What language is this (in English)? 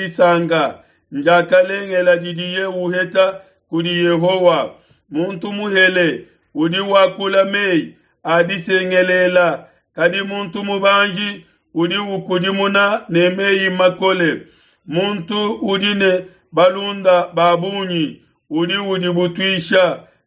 Luba-Lulua